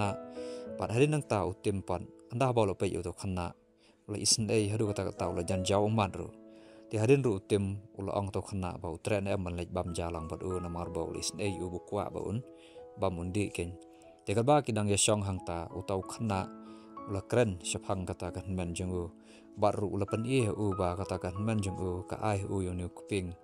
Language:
Khasi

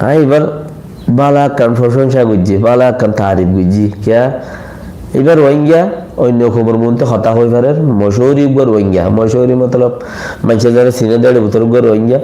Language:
Rohingya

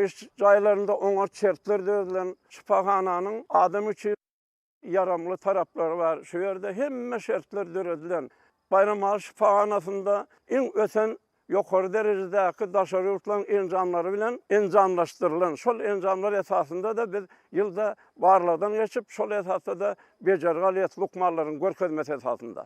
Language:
Turkmen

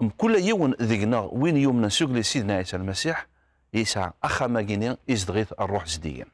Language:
Kabyle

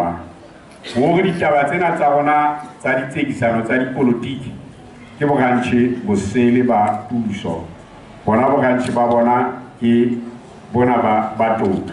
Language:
Southern Sotho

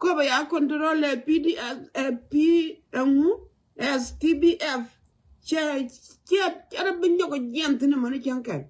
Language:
Nuer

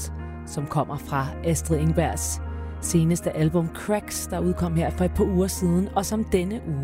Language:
Danish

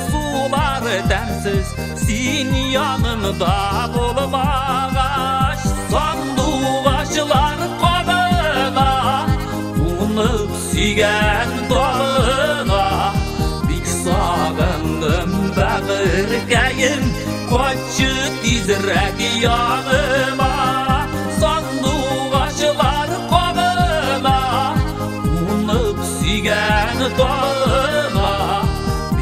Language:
Tatar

